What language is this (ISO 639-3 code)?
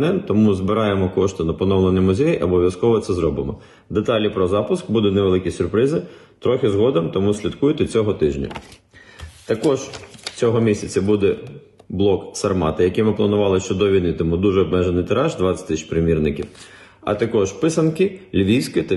ukr